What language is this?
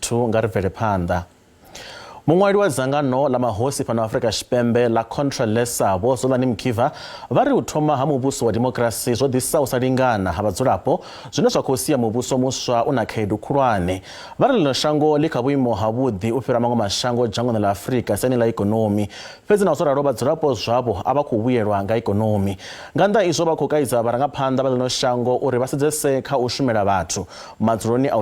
Venda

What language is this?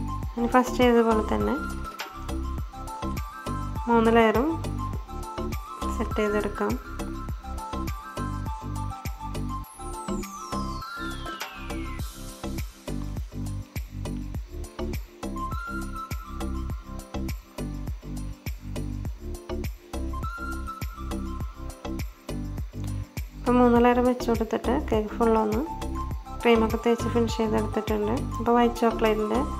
Malayalam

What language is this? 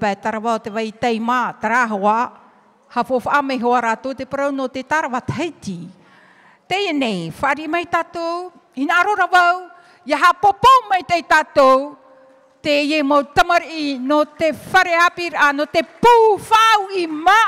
Tahitian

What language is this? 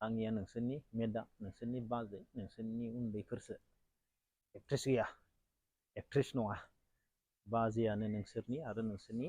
Bodo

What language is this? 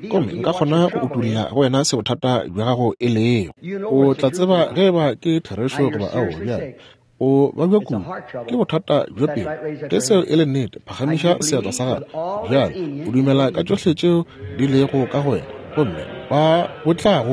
Northern Sotho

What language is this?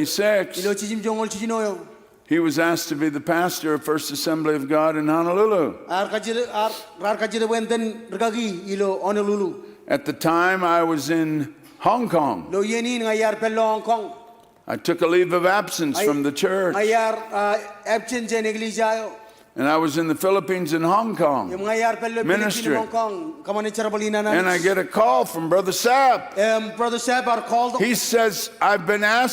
Marshallese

